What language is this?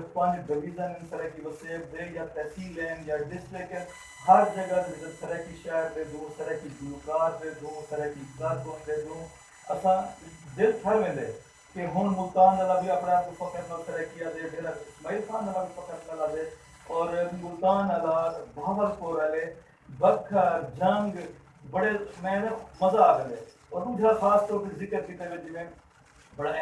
Saraiki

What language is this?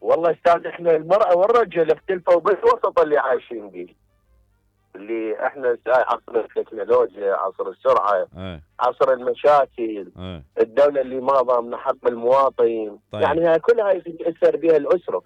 Mesopotamian Arabic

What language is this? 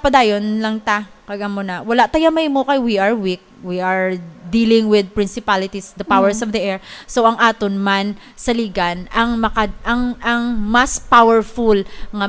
Hiligaynon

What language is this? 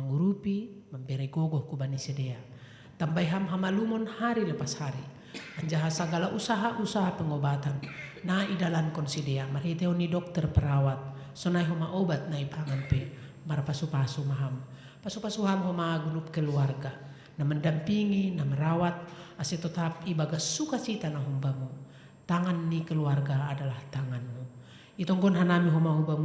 Batak Simalungun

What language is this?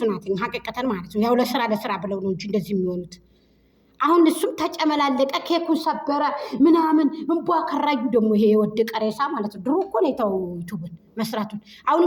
Amharic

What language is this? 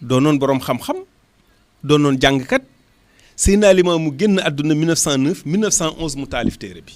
Wolof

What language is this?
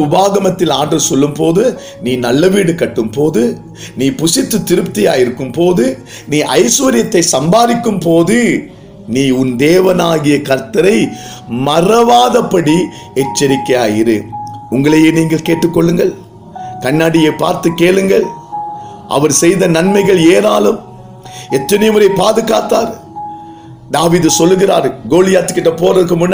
Tamil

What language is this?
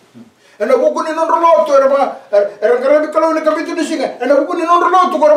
Fijian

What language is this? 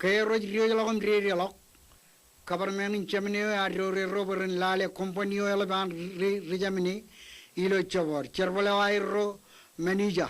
Marshallese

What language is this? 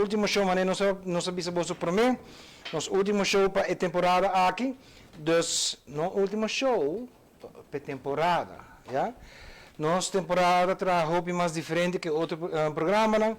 Papiamento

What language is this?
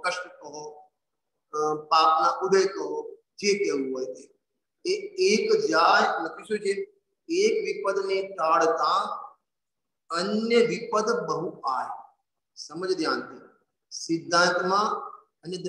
Gujarati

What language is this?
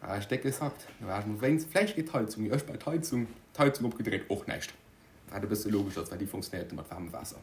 Luxembourgish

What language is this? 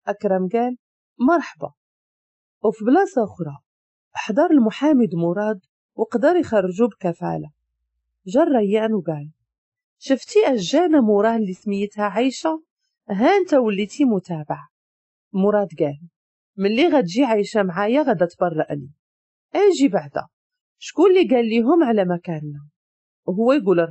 Moroccan Arabic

